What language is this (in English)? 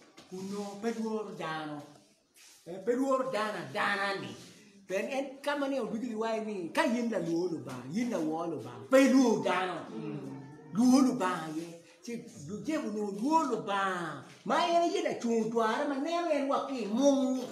Acoli